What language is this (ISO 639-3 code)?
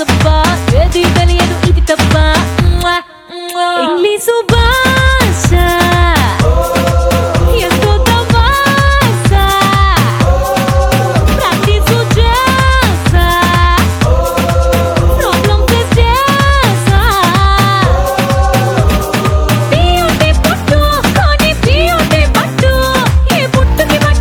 tel